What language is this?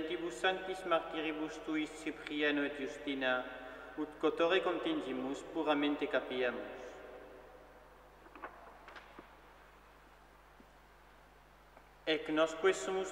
Latin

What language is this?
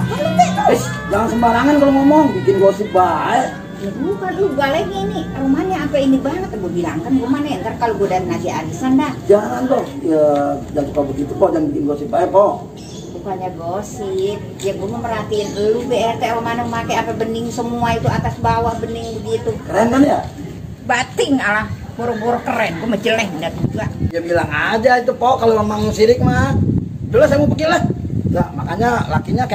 Betawi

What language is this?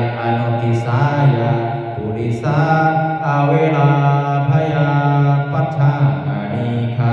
Pali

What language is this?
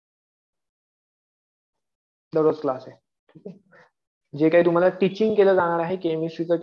Marathi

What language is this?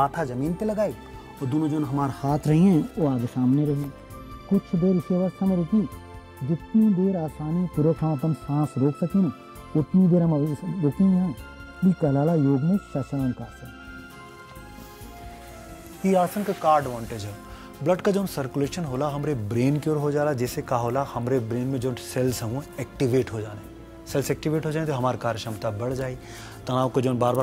Bhojpuri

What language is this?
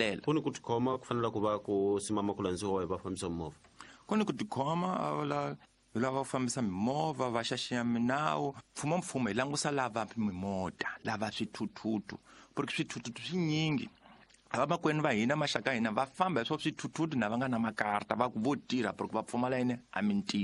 Tsonga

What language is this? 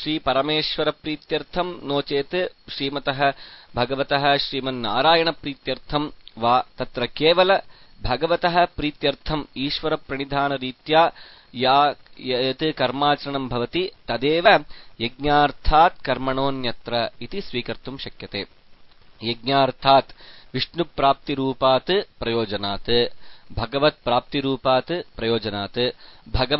Sanskrit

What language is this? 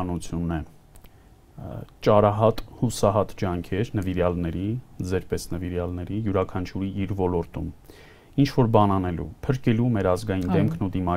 Armenian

